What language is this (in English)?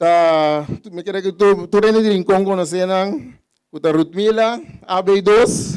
Papiamento